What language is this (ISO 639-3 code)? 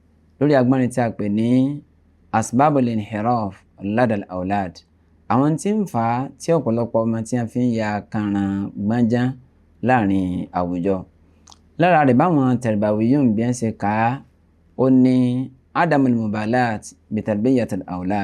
yor